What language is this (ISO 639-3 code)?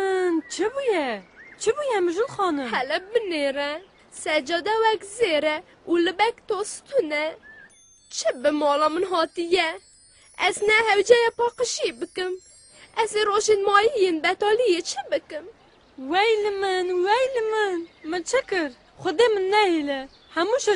kur